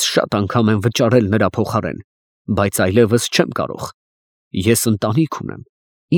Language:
Armenian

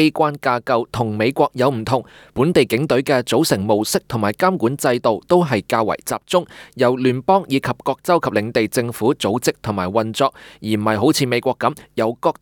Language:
Cantonese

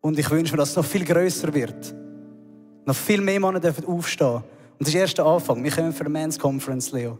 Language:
Swiss German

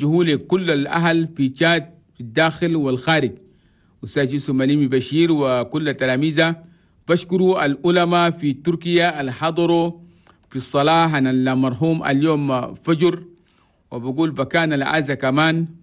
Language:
Chadian Arabic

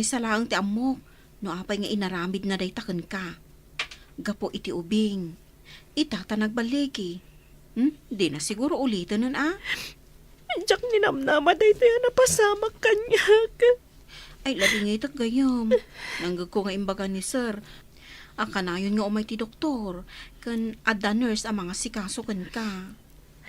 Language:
Iloko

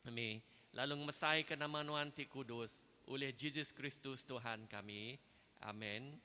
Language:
Iban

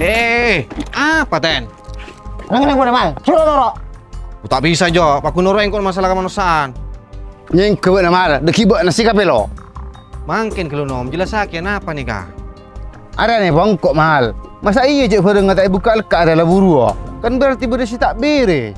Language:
Madurese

